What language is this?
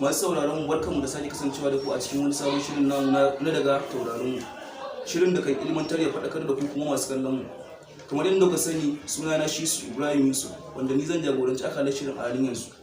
Hausa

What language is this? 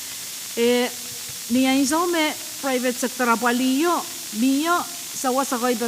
Pohnpeian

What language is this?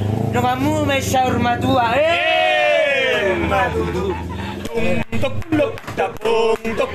Batak Toba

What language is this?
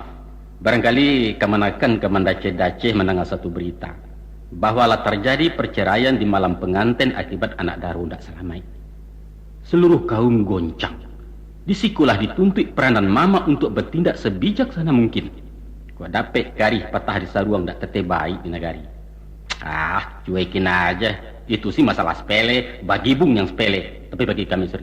Minangkabau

